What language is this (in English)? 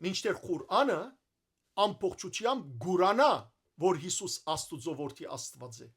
Western Armenian